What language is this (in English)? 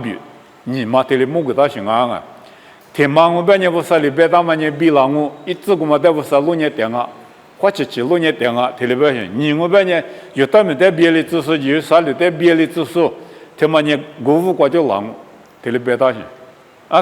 Lisu